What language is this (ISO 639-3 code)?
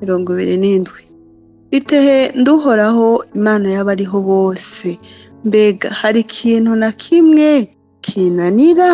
run